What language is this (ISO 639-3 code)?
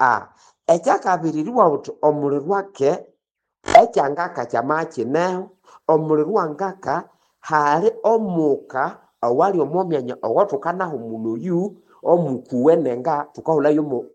nnb